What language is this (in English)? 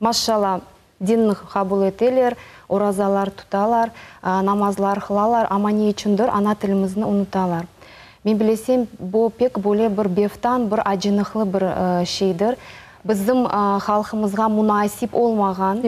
Crimean Tatar